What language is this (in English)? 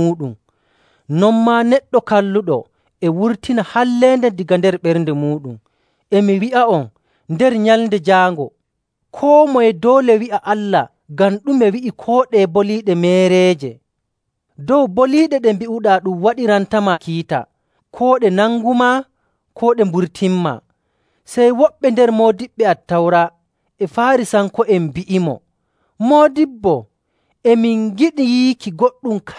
Nigerian Fulfulde